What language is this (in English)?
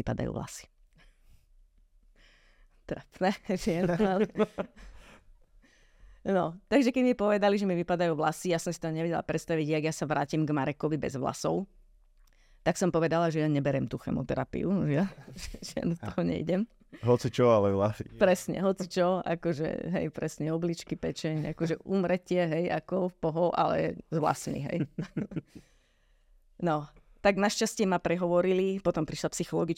Slovak